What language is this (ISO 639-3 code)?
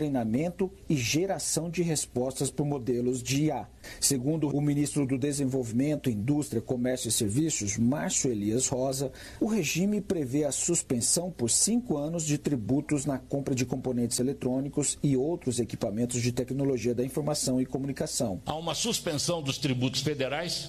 por